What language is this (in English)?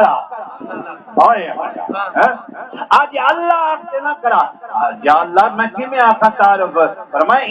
Saraiki